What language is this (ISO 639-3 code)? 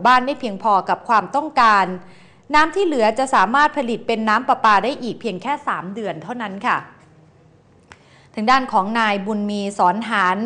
tha